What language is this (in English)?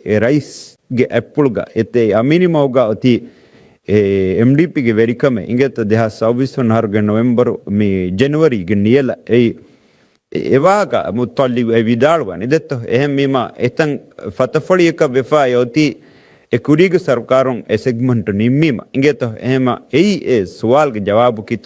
Divehi